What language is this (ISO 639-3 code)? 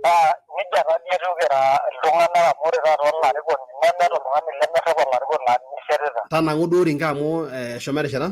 mas